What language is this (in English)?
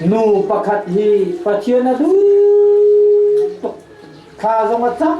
Hakha Chin